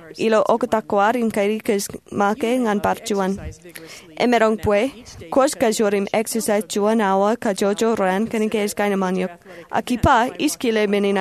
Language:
Marshallese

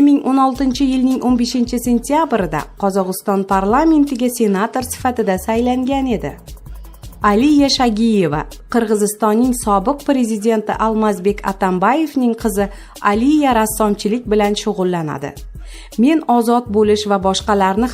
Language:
Uzbek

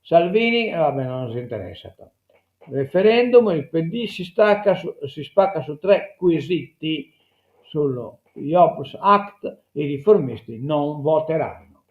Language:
Sardinian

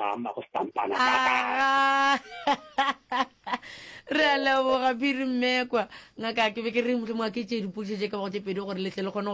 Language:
Northern Sotho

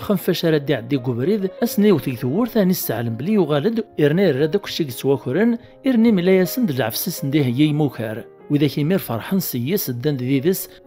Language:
Kabyle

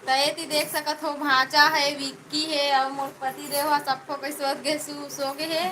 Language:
Chhattisgarhi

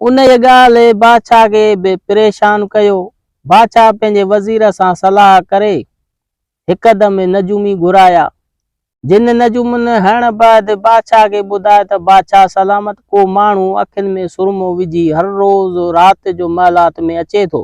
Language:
Sindhi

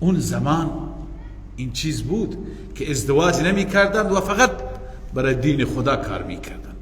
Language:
Persian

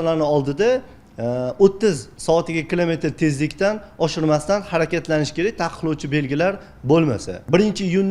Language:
Uzbek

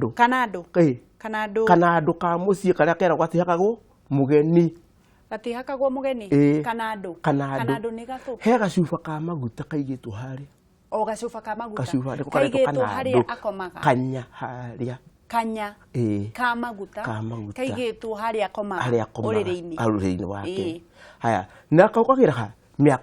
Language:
Kikuyu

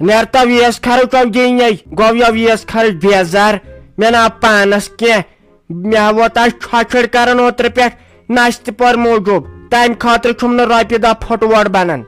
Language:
Kashmiri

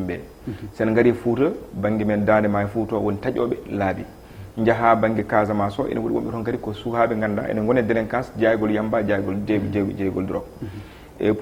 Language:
Fula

